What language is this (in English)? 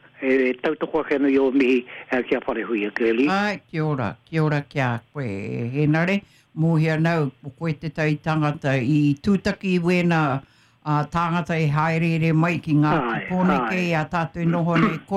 Māori